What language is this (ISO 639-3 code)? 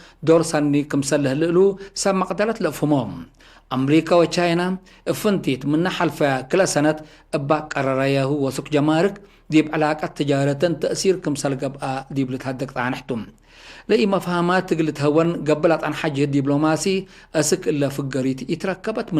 tig